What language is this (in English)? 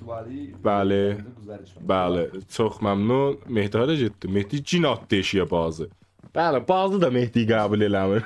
South Azerbaijani